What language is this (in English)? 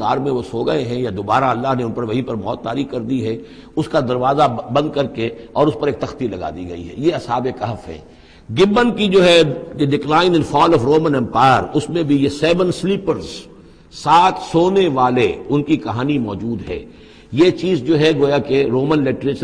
Urdu